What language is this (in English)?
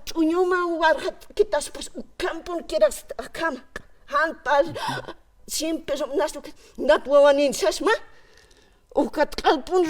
Aymara